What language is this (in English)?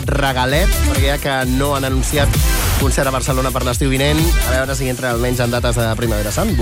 Catalan